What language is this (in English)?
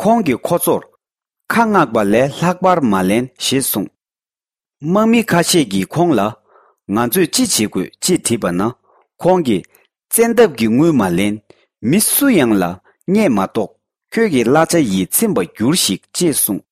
Tibetan